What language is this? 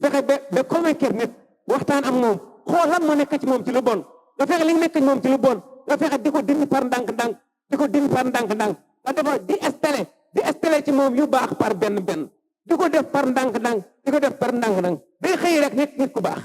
Wolof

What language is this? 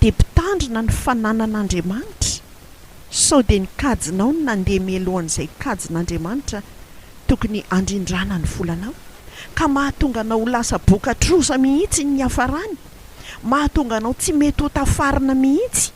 Malagasy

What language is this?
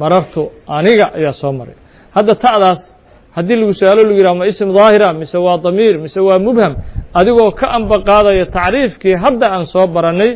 Somali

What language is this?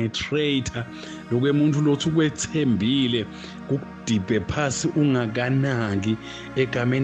Swati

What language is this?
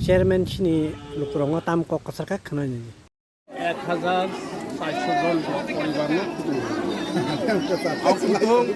Kok Borok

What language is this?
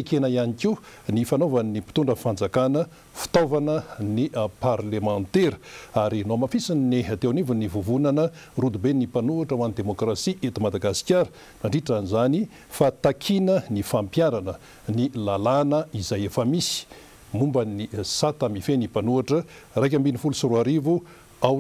Malagasy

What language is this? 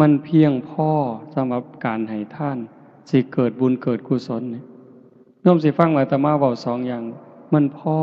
Northeastern Thai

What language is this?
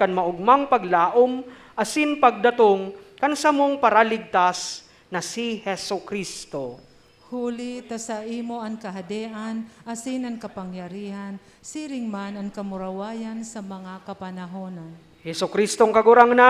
Bikol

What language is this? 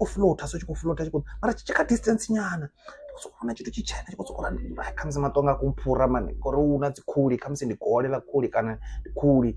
Venda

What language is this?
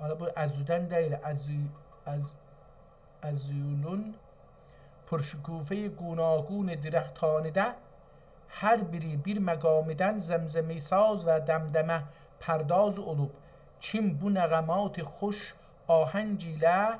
South Azerbaijani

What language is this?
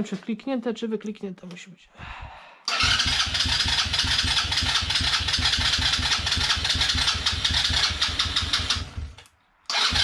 Polish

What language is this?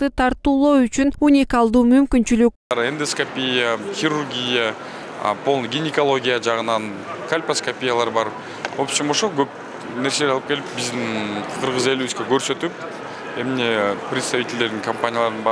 Kyrgyz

